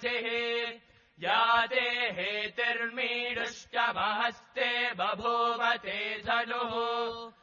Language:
Sanskrit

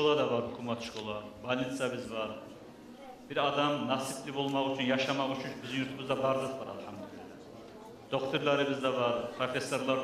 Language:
Kumyk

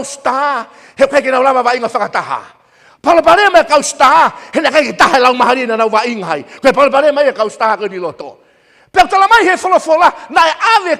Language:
Tongan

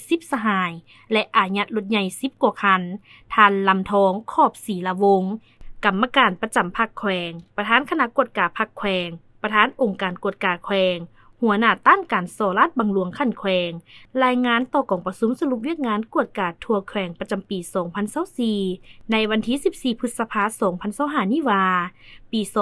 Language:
Lao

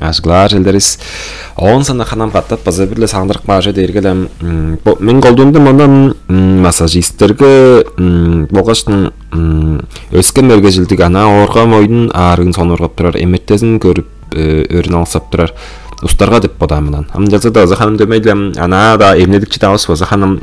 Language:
Tuvinian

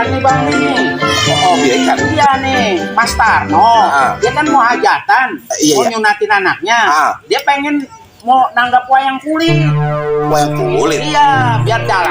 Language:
Betawi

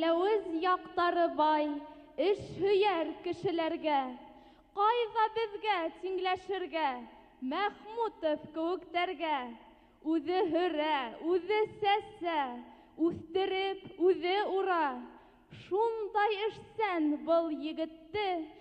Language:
Bashkir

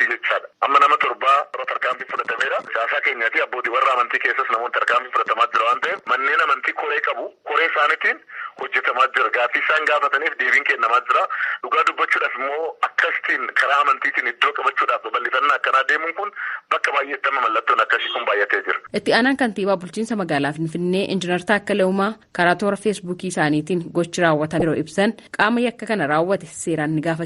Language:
Oromo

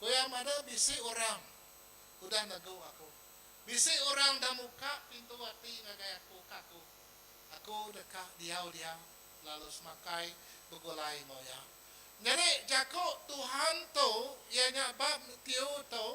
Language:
Iban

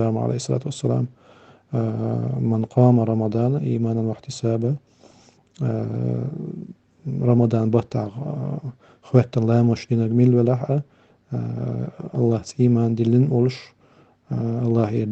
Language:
Chechen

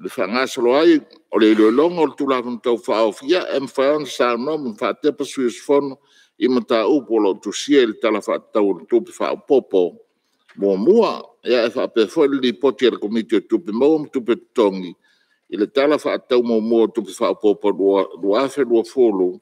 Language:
Samoan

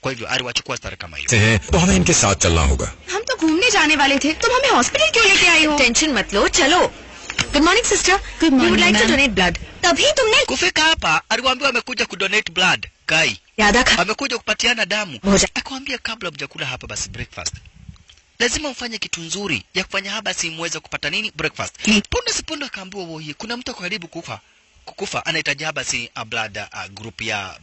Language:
Swahili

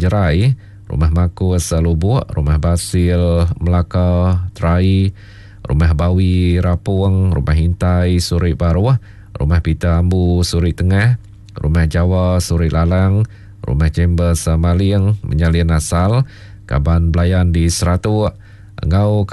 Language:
Iban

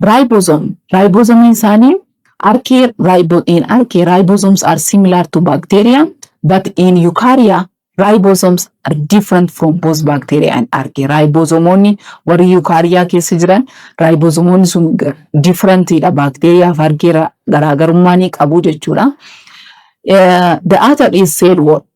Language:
Oromo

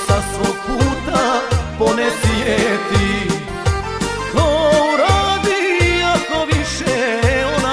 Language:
Serbian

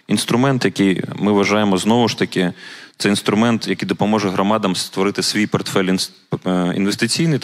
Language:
Ukrainian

